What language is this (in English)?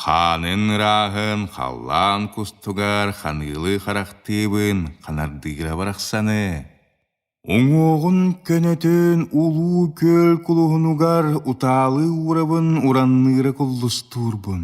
Yakut